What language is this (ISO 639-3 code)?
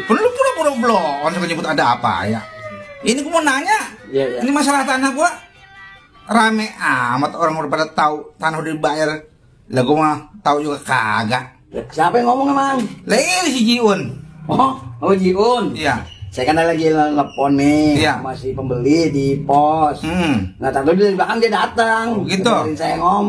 bew